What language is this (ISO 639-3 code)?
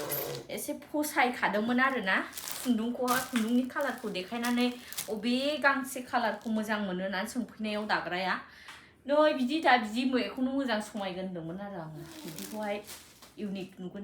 brx